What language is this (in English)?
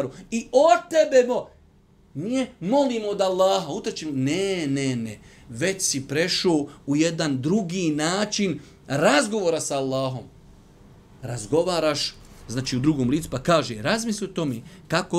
Bosnian